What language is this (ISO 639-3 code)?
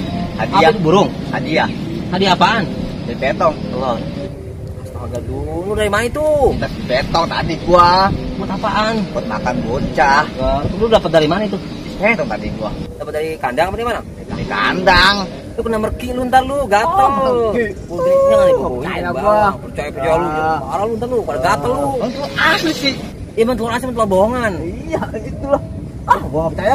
bew